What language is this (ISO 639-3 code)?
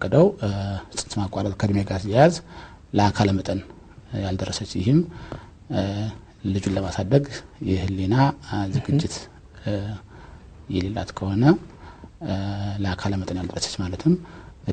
amh